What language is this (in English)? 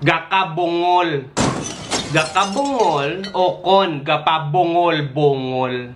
Hiligaynon